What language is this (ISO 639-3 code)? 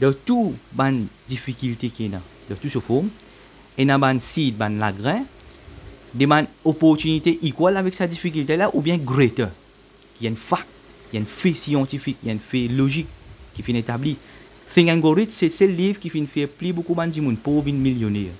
mfe